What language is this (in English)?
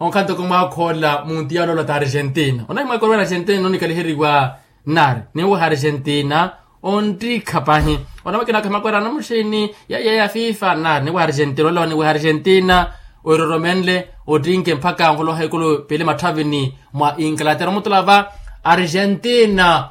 Makhuwa